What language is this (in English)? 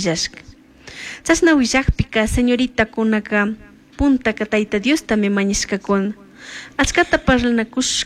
Chimborazo Highland Quichua